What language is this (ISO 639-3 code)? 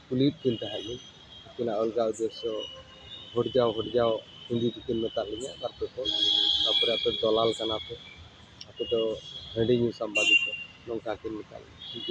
sat